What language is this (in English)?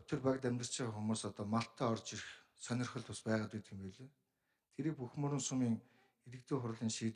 Mongolian